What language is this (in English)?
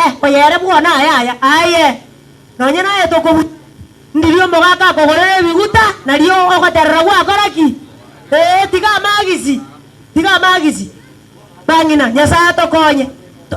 Gusii